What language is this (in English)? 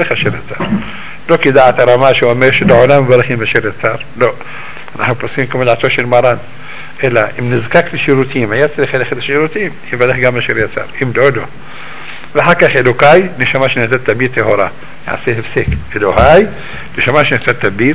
Hebrew